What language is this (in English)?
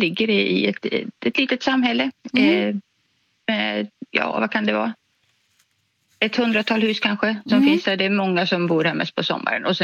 Swedish